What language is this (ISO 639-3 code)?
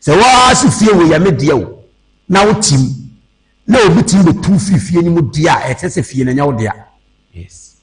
aka